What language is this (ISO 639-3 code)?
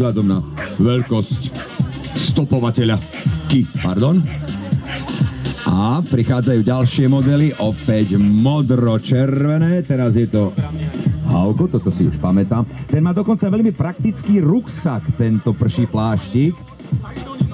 slk